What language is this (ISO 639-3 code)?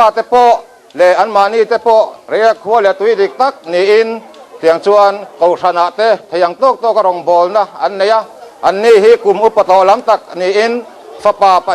lus